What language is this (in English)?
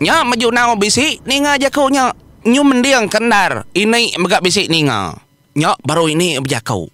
Iban